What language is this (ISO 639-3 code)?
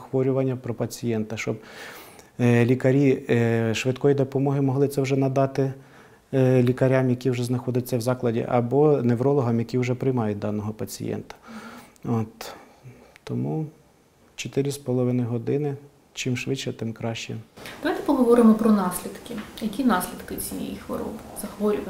ukr